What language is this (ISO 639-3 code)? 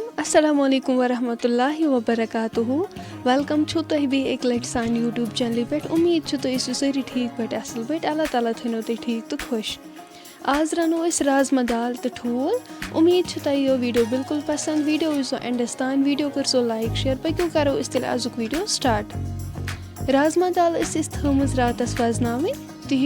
kas